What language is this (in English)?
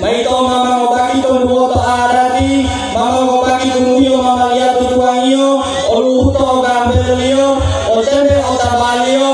Gorontalo